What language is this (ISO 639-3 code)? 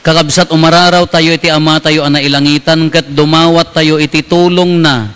ilo